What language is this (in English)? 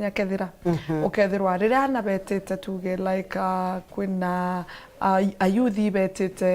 Meru